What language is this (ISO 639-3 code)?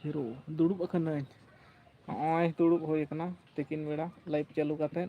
sat